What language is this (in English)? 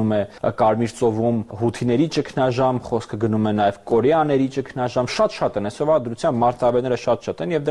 Armenian